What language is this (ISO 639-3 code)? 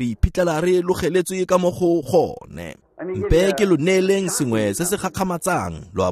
tsn